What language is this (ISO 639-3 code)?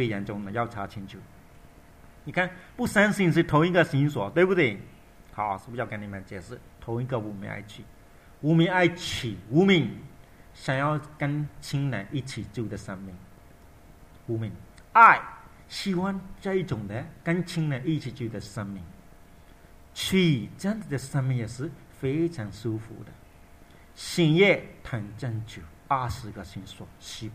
zho